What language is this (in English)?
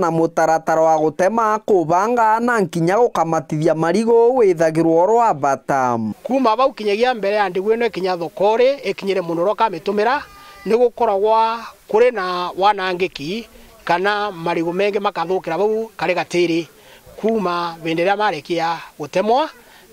Meru